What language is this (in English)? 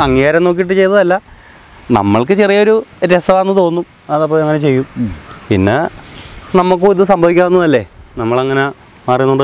Malayalam